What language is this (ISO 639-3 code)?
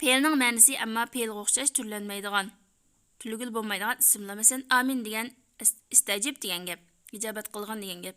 uig